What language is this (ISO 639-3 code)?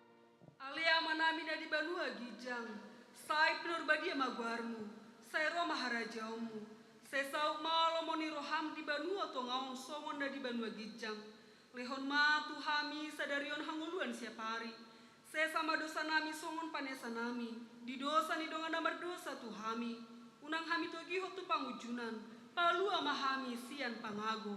bbc